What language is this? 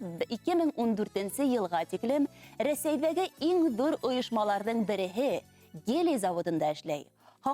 Bashkir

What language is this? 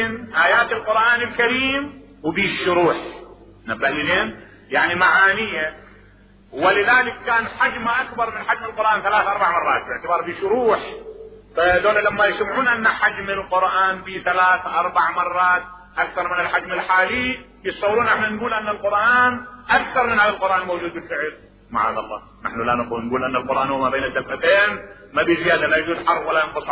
Mesopotamian Arabic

